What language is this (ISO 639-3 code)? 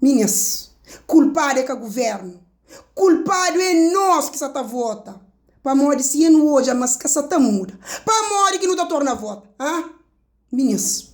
kea